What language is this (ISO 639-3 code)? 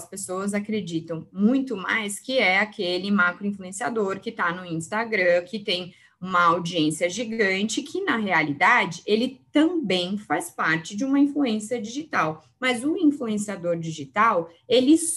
por